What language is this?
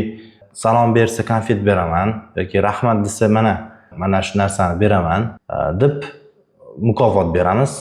Uzbek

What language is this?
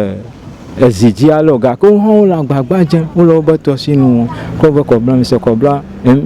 Ewe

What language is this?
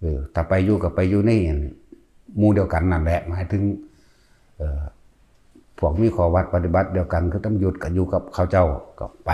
Lao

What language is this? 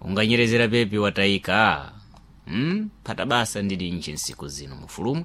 Sena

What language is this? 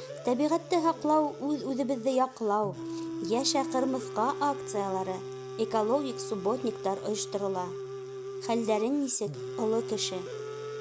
Bashkir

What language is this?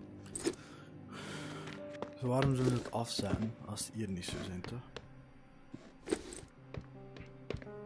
Dutch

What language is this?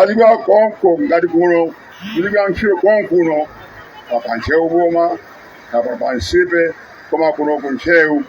Nyanja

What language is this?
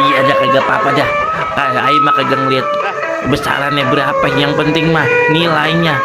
Betawi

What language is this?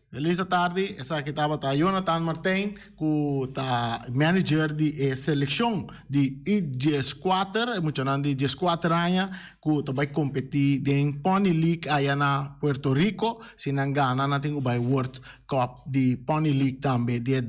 Papiamento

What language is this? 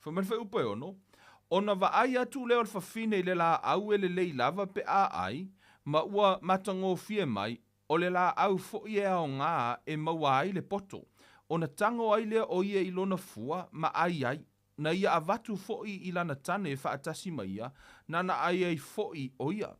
Samoan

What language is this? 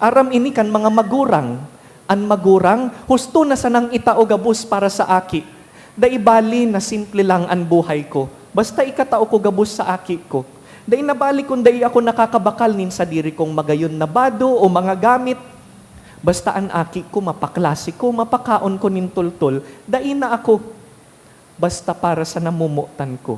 Bikol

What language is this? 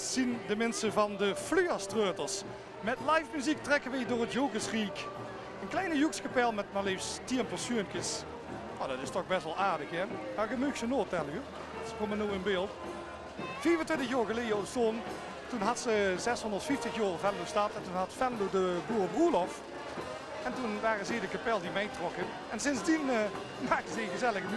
Limburgish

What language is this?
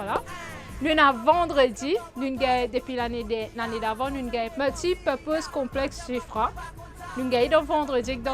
Morisyen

